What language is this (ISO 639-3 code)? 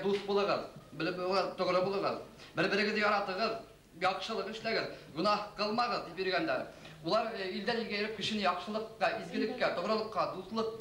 bak